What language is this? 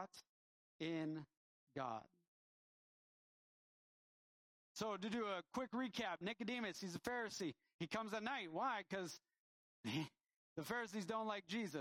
English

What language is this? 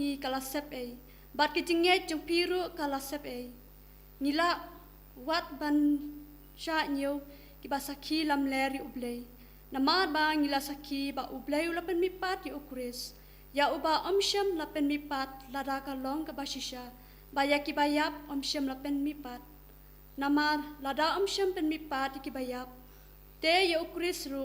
Khasi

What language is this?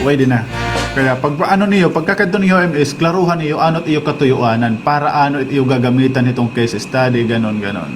Waray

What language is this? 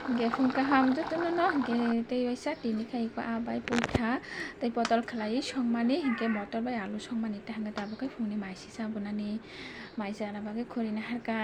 Kok Borok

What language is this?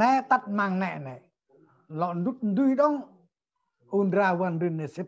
Central Mnong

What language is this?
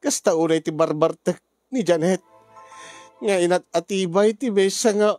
Iloko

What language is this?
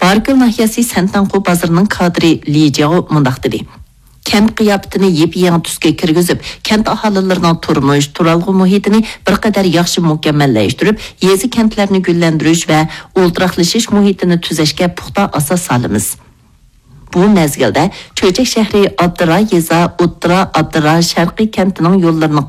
Uyghur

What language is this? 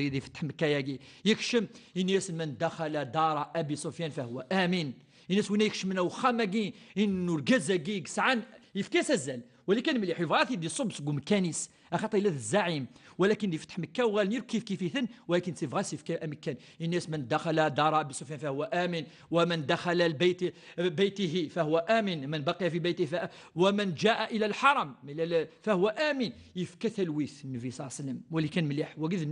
Kabyle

